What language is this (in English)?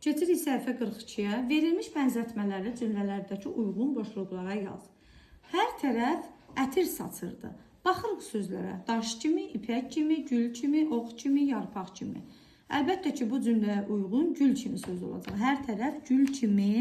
Azerbaijani